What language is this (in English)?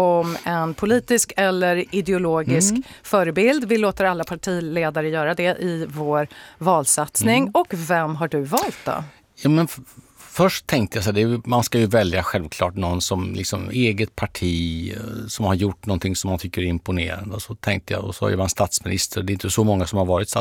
Swedish